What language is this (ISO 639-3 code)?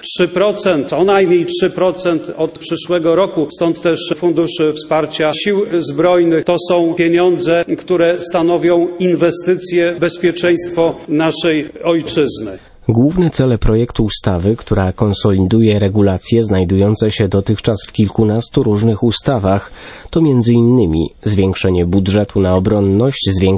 pol